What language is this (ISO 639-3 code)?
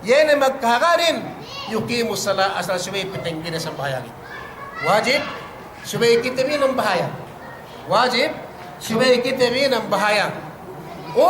yka